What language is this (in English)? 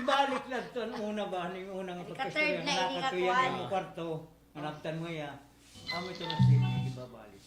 Waray